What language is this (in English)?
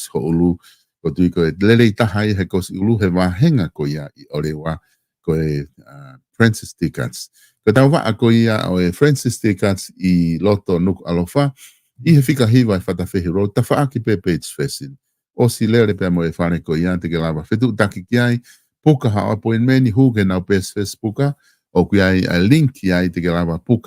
Tongan